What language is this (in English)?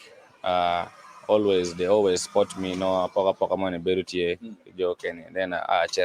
Acoli